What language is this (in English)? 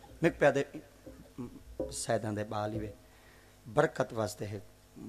Saraiki